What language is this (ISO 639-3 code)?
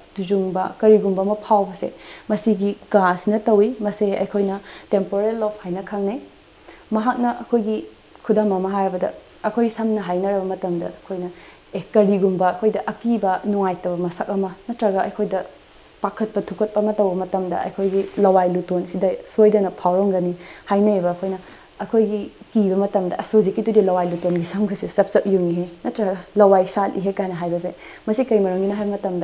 mni